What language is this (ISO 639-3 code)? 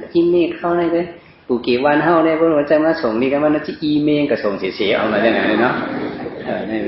shn